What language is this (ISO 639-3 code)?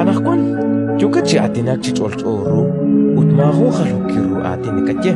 kek